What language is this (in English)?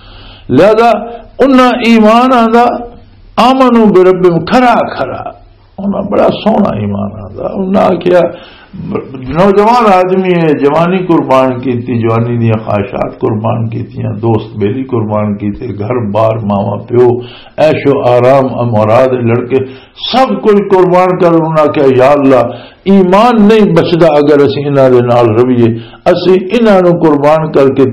Western Panjabi